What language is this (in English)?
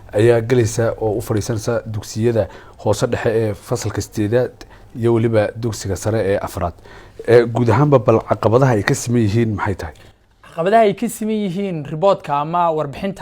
Somali